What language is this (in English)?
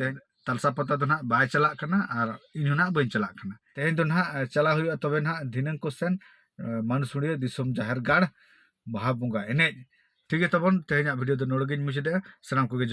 Santali